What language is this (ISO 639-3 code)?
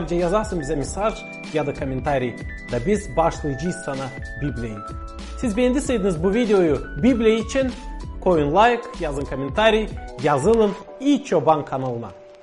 gag